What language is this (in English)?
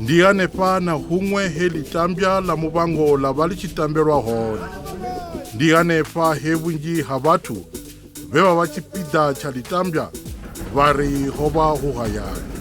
Venda